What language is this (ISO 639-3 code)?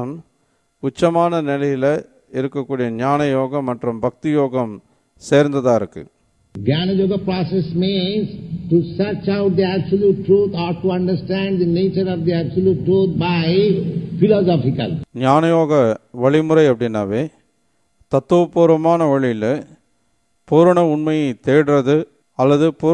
tam